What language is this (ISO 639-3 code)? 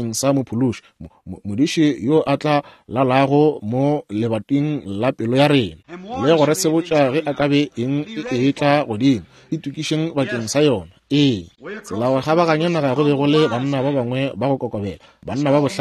nso